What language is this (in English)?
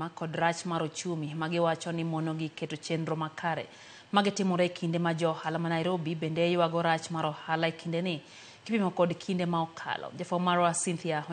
Luo (Kenya and Tanzania)